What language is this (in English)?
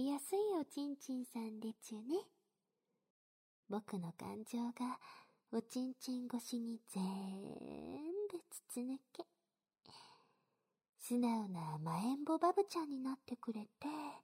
Japanese